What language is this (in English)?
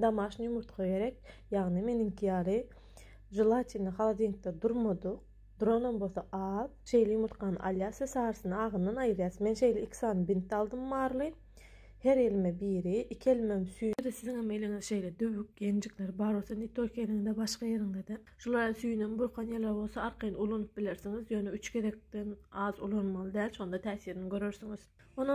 Turkmen